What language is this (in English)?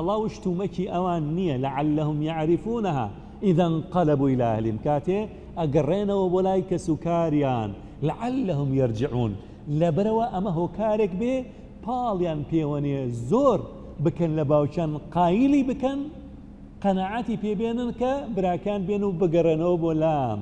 Central Kurdish